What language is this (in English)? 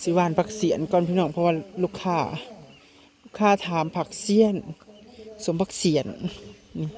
Northeastern Thai